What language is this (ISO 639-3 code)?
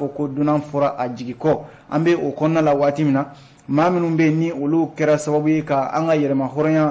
bam